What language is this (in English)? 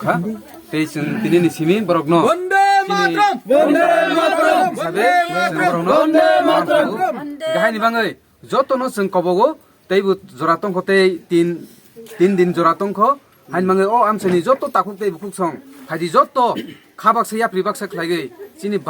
Kok Borok